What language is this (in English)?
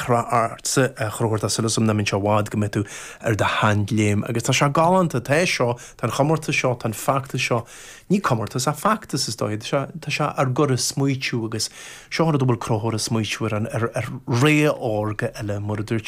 Irish